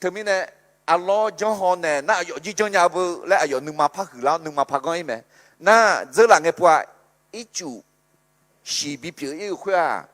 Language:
Akha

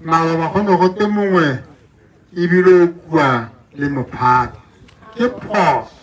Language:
Tswana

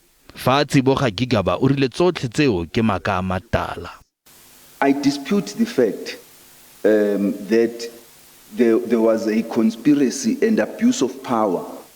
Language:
Tswana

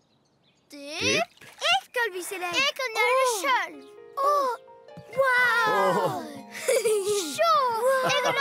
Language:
Norwegian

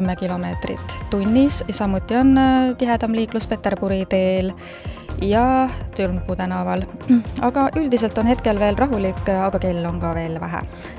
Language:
Estonian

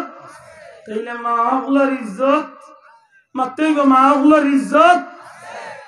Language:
Sylheti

